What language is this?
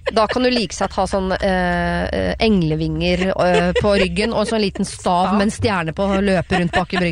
Norwegian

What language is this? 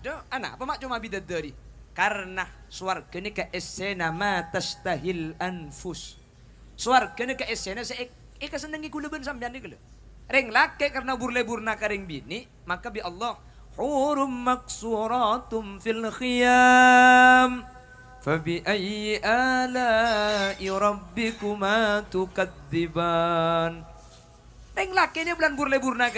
Madurese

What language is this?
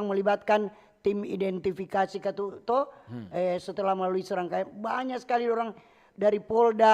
Manado Malay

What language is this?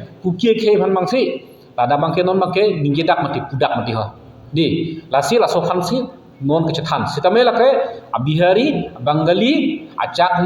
Karbi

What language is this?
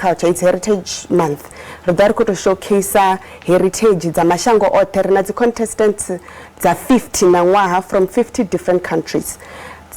Venda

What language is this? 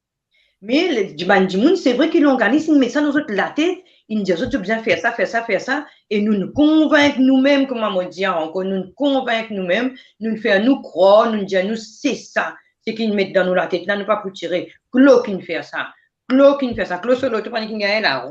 Morisyen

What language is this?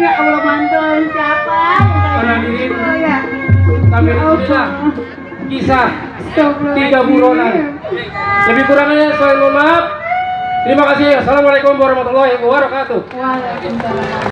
Betawi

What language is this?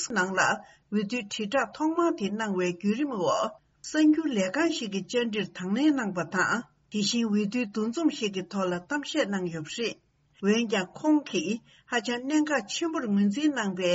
Tibetan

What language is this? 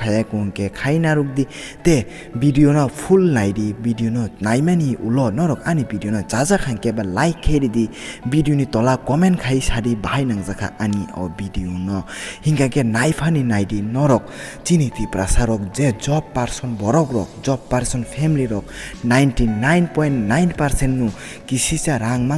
Kok Borok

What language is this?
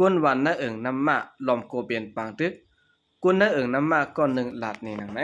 Shan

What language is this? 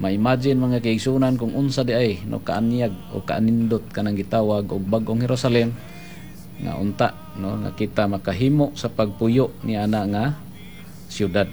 Cebuano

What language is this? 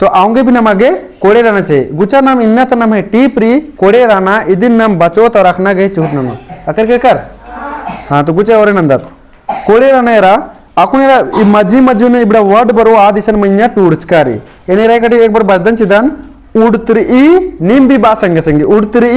Kurukh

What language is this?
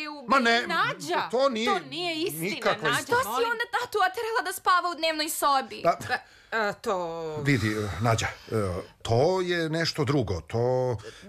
Serbian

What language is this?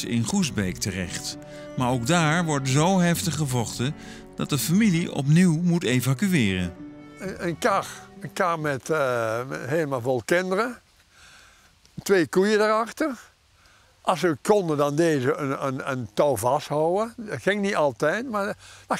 Dutch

